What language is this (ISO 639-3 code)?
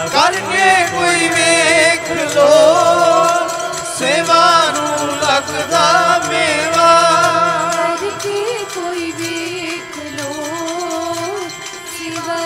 pan